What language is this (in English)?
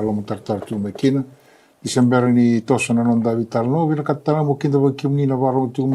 Fijian